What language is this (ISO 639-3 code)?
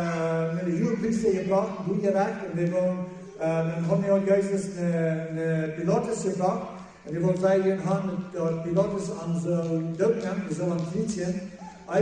pdt